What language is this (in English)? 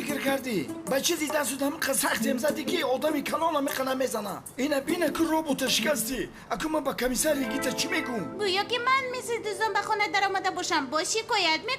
Tajik